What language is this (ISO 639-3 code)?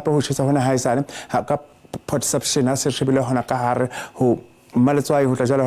sot